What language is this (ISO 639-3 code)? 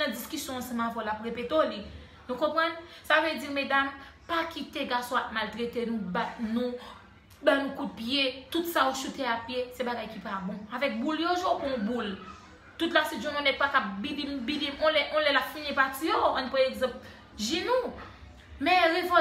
hat